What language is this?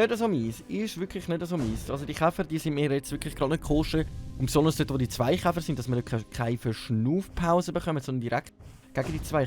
Swiss German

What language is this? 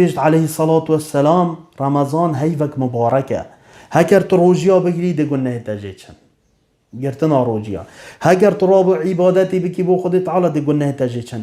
Kurdish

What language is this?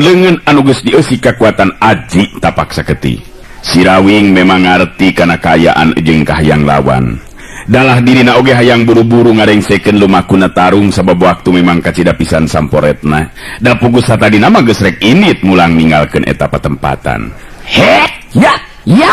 Sundanese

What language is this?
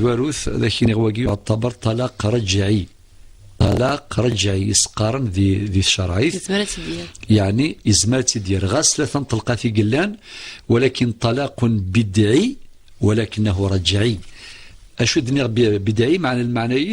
Kabyle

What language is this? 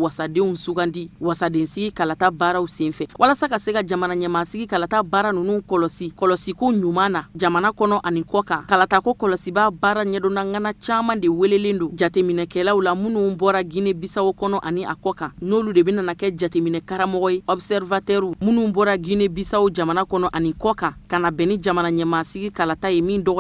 Bambara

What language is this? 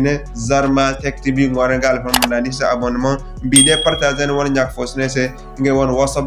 Zarma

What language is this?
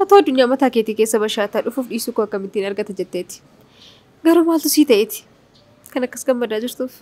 Oromo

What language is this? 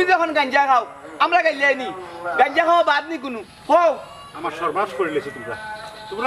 Sylheti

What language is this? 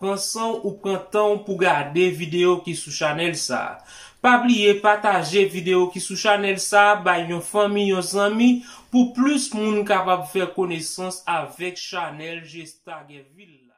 Haitian Creole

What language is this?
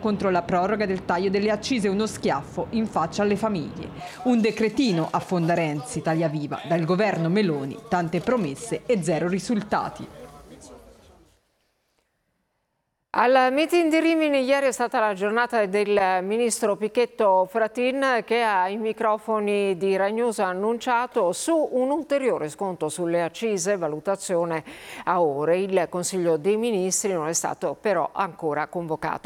Italian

